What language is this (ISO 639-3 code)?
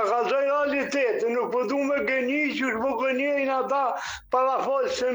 sqi